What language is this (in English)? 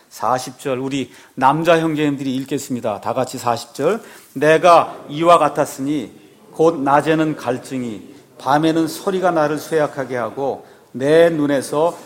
Korean